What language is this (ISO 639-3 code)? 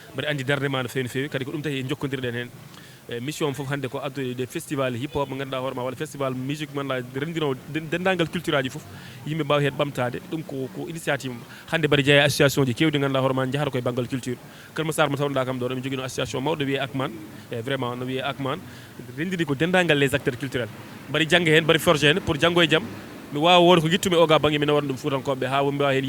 ful